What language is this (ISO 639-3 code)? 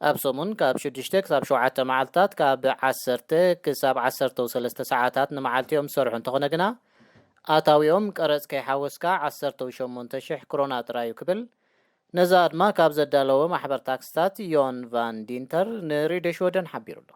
tir